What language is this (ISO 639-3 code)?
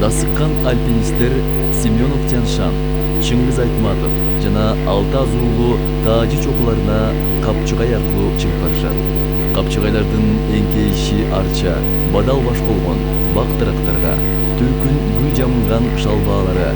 kir